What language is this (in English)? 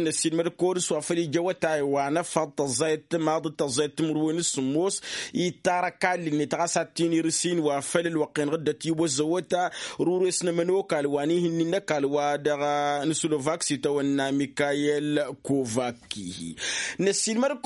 Tamasheq